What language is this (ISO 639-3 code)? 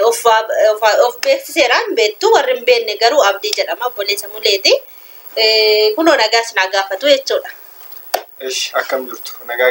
orm